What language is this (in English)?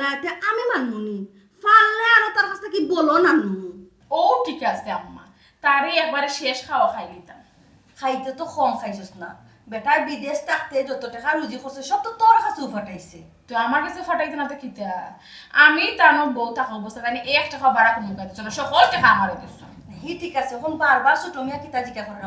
Sylheti